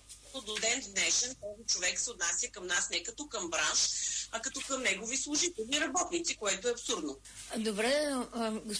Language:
Bulgarian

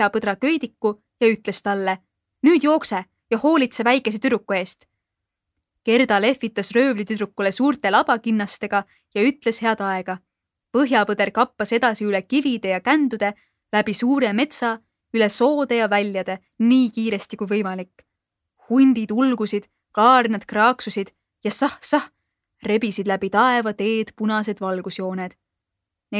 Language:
Estonian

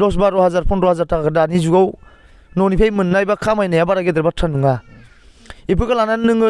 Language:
Bodo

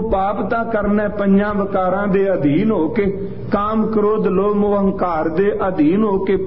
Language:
Punjabi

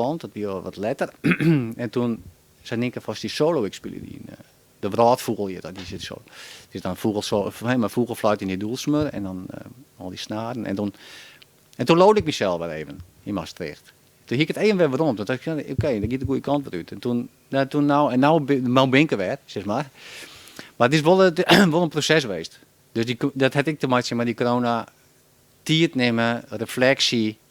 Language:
Western Frisian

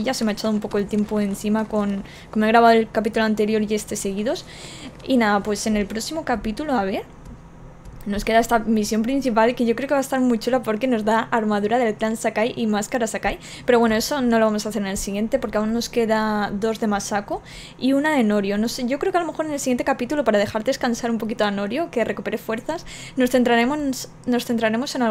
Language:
Spanish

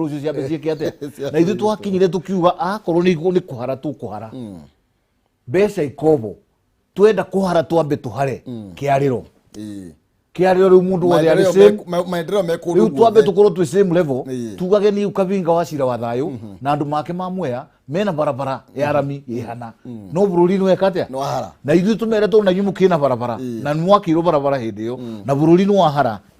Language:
Kikuyu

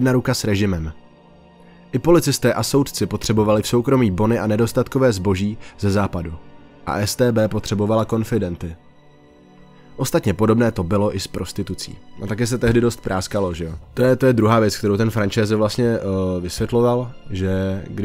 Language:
Czech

